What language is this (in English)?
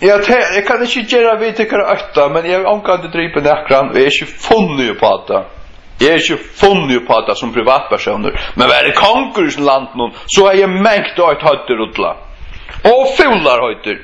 Faroese